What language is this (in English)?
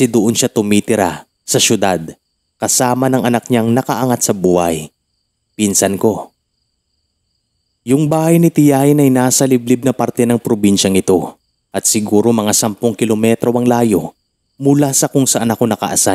Filipino